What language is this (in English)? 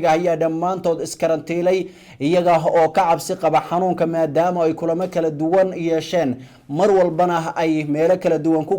Somali